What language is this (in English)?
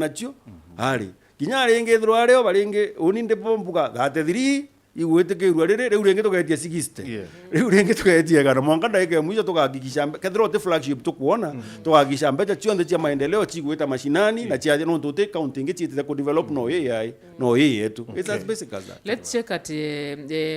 Meru